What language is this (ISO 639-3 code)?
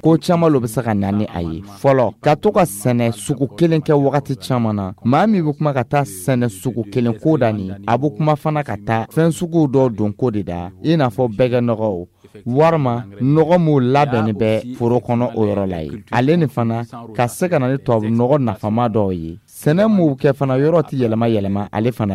dyu